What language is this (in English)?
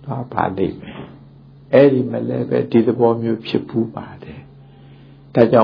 Burmese